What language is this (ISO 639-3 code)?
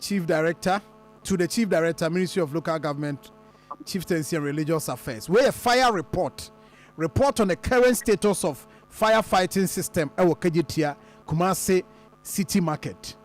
aka